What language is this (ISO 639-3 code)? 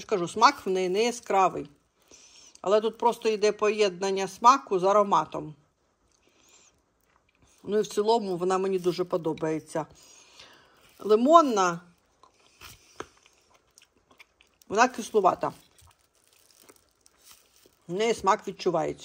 ukr